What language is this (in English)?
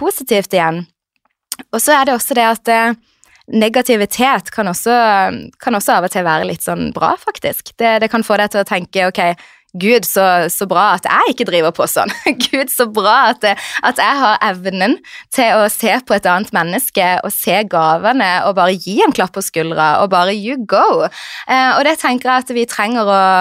Norwegian